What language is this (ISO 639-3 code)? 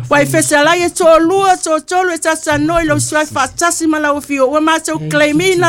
smo